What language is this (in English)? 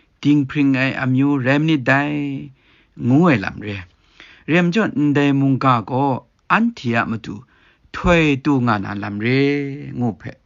Kachin